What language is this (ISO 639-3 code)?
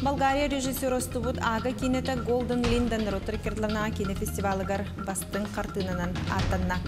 sah